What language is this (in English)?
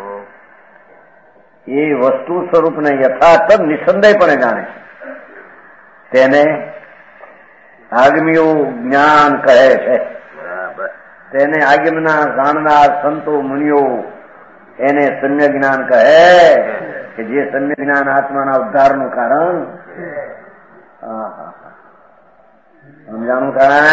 Gujarati